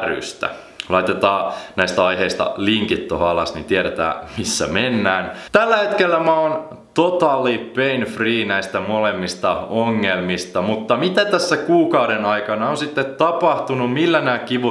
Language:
Finnish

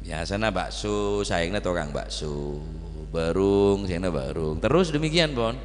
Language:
Madurese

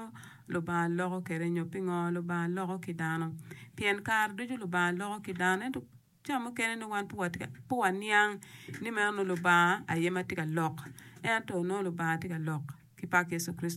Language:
Acoli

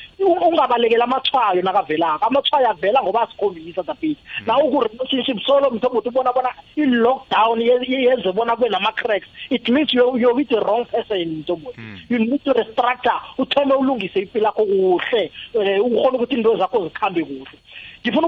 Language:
South Ndebele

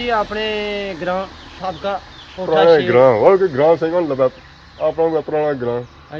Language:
Pahari-Potwari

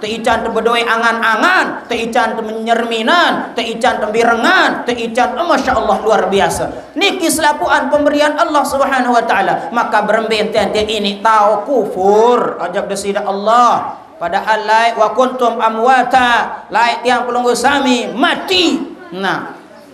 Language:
Sasak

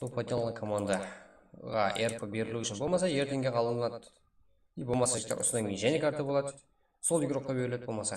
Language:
Kara-Kalpak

